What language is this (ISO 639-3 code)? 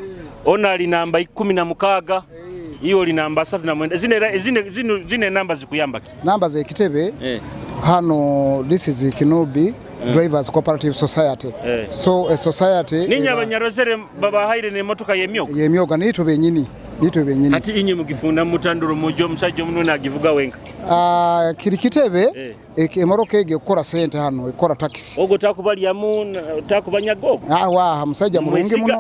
nyo